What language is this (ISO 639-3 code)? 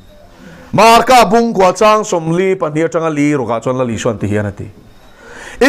lus